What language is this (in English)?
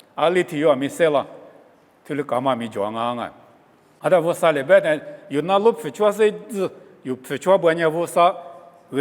Lisu